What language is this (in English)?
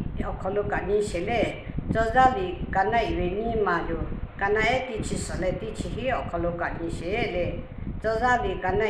Lahu